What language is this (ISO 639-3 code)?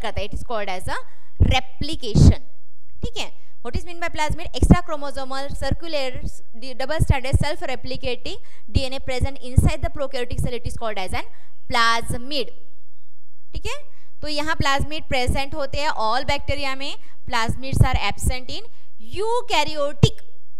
hin